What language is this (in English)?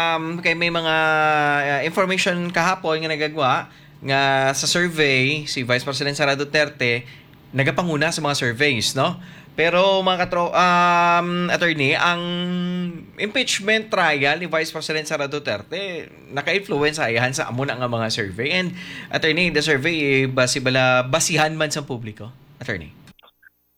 Hiligaynon